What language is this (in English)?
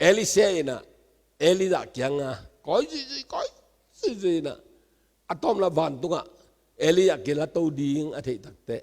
Tedim Chin